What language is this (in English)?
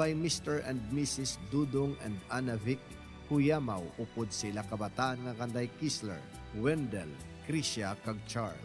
Hiligaynon